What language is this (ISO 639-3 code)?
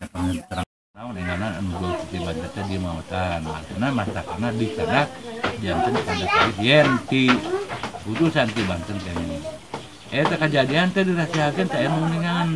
sun